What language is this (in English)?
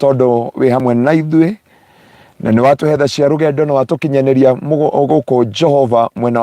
Kikuyu